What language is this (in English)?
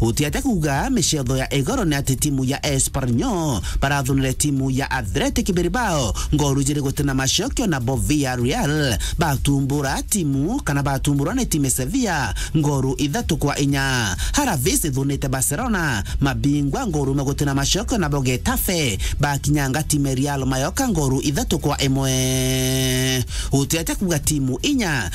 Meru